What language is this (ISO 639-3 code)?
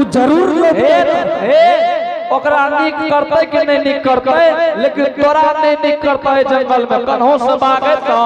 anp